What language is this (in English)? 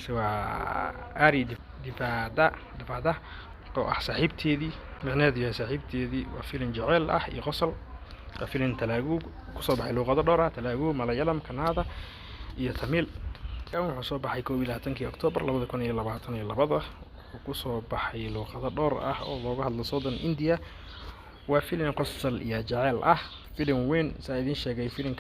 Somali